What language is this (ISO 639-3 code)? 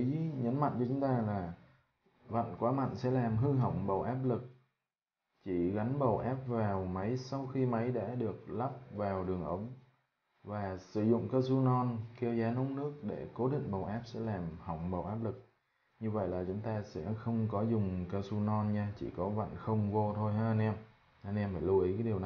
vie